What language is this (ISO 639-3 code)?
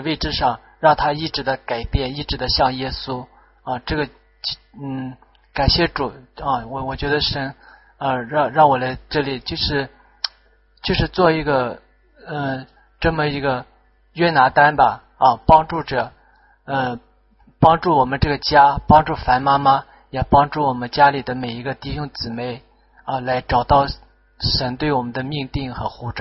zho